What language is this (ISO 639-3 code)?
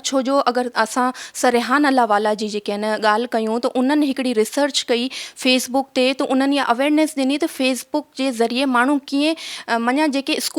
snd